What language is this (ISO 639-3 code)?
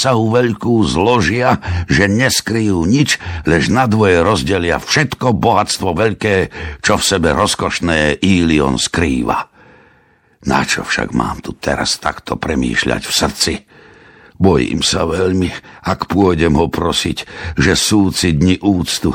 slk